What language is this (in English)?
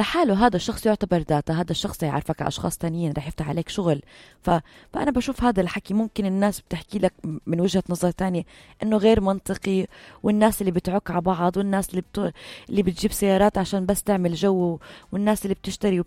North Levantine Arabic